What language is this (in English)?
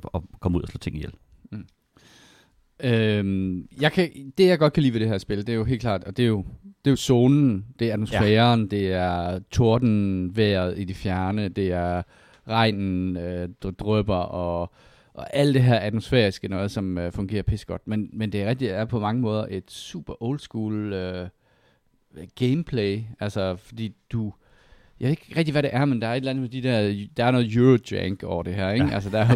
Danish